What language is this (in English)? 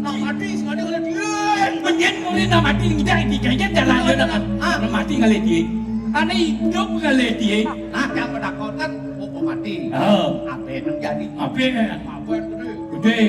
Balinese